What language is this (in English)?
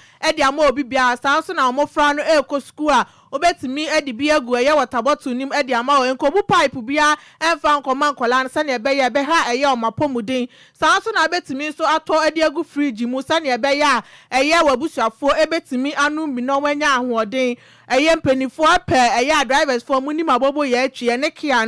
Akan